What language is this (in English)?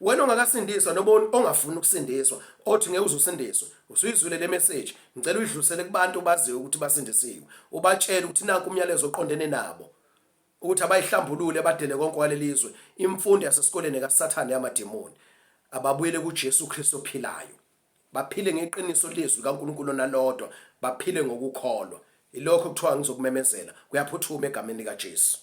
Zulu